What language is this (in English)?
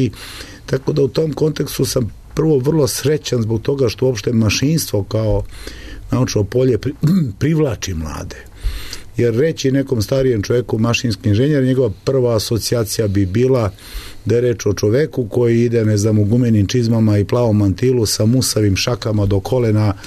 Serbian